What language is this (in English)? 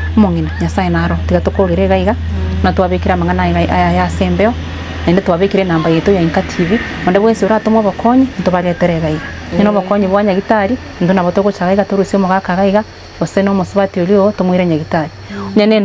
Gusii